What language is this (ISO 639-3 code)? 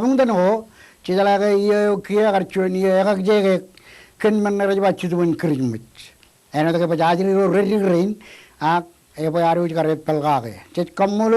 mah